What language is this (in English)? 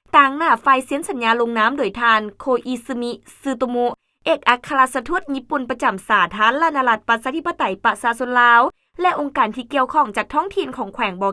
Lao